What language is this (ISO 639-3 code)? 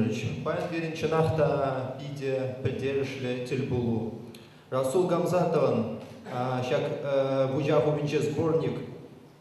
chv